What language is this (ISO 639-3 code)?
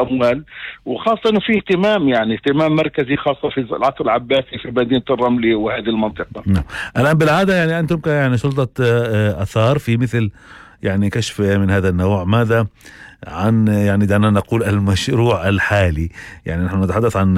apc